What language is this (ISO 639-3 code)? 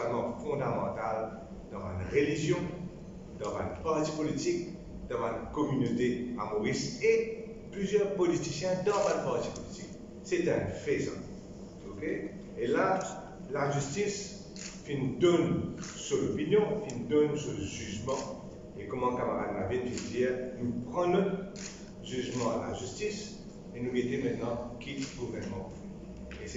mfe